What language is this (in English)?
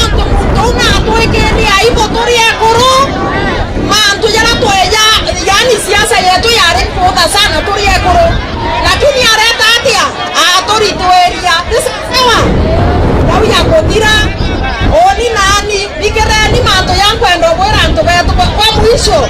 Meru